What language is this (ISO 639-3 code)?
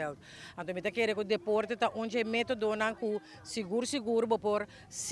pap